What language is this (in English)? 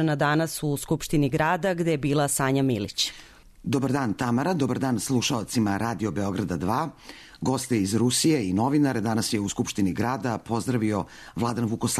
Serbian